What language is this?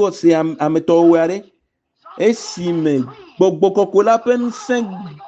Ewe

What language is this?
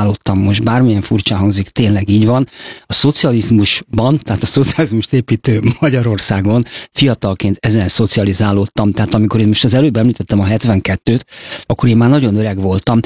Hungarian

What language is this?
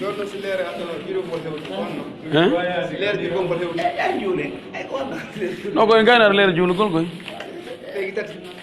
Pular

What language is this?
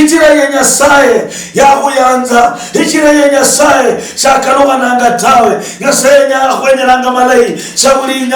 Luyia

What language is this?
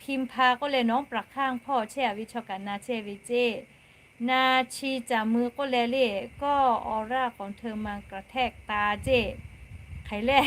Lahu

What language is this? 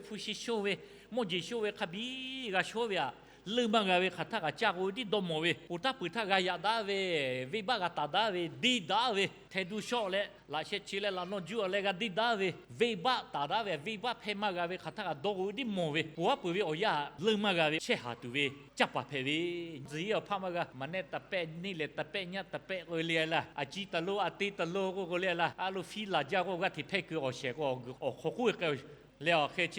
Lahu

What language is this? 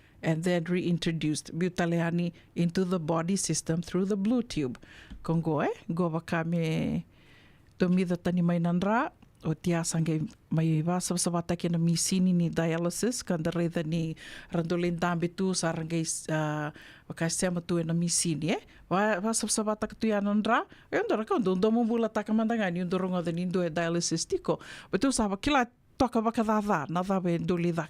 Fijian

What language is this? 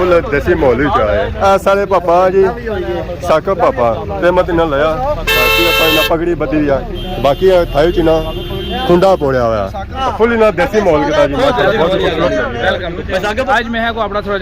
Pahari-Potwari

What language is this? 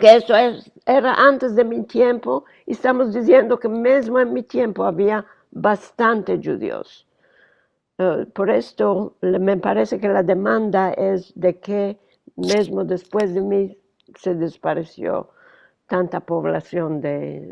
Ladino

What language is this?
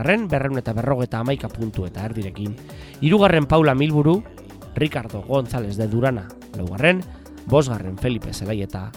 Basque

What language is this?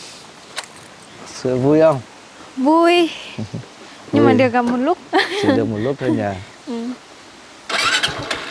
Vietnamese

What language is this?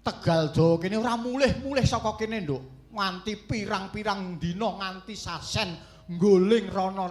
Javanese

